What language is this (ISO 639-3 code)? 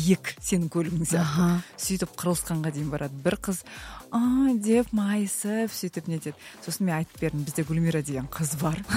kaz